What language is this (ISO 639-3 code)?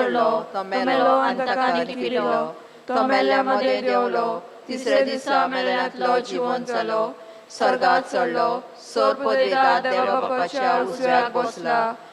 kok